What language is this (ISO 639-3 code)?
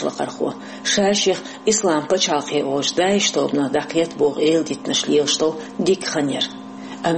che